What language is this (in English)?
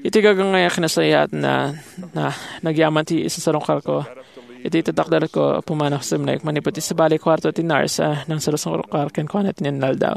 Iloko